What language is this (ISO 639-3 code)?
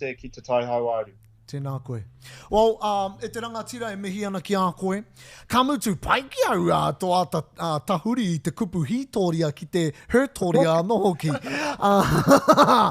mri